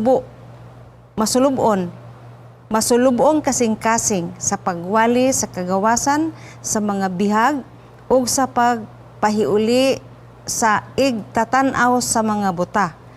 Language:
Cebuano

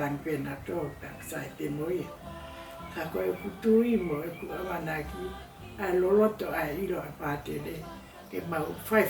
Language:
Tongan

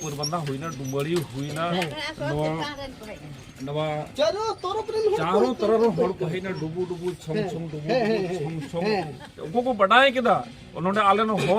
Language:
Santali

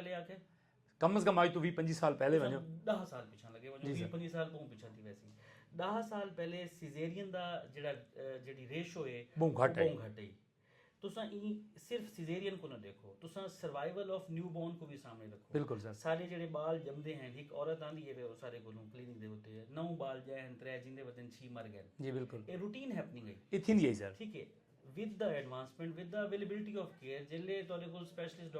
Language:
Saraiki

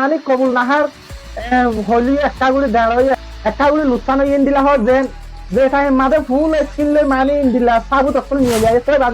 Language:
Rohingya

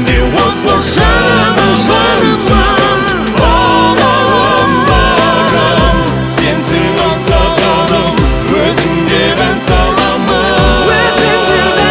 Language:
Kazakh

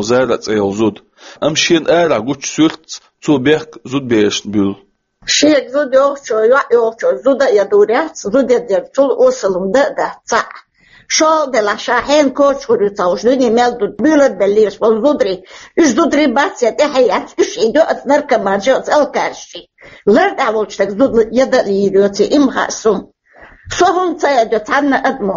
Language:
Chechen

